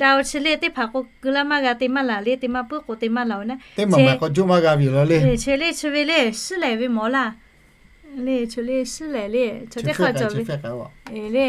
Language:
Lahu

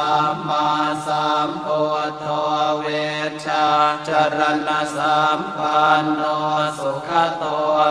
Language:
Pali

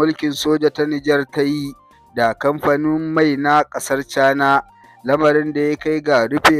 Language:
Hausa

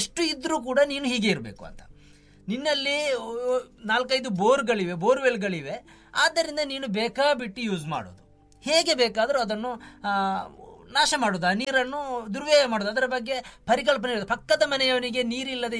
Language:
Kannada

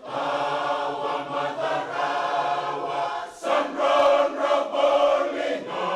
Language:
Fijian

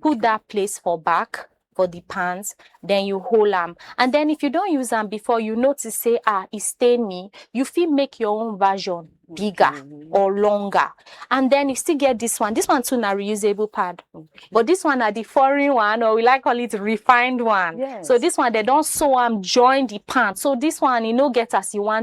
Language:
Nigerian Pidgin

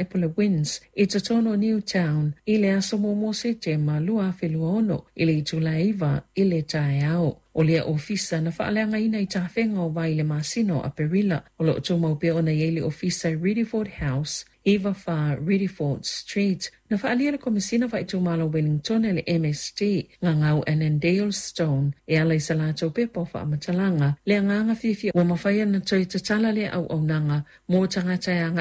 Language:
Samoan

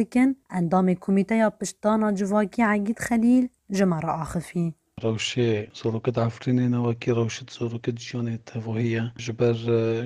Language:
Kurdish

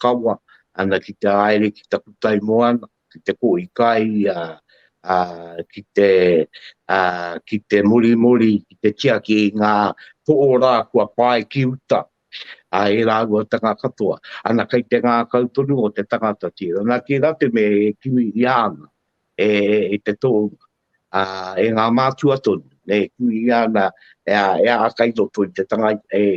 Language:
Māori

